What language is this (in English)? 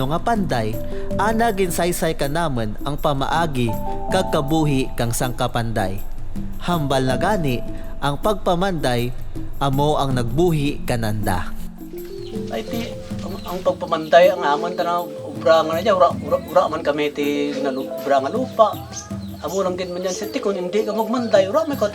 Kinaray-a